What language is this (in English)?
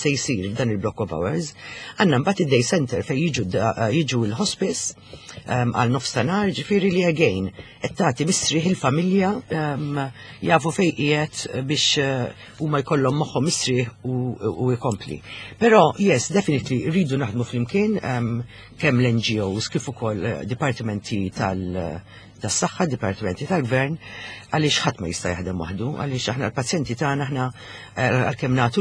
Maltese